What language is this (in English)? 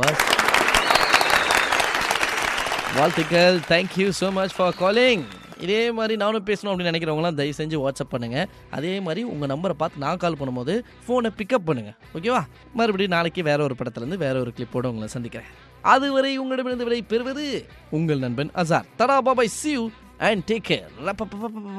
Tamil